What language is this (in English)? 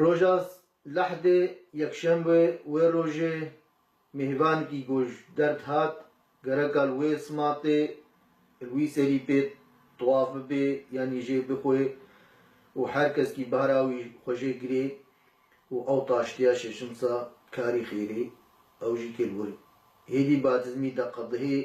Kurdish